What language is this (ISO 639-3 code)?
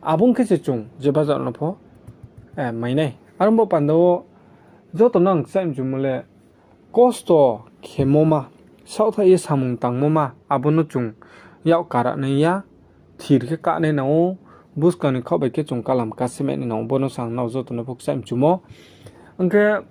ria